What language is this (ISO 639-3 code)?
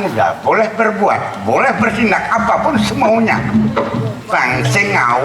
ban